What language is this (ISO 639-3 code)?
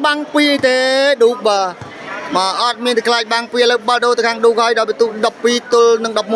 khm